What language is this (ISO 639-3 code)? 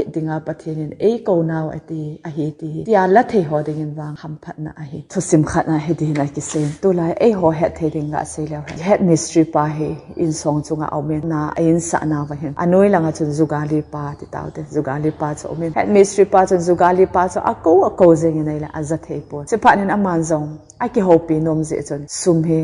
tcz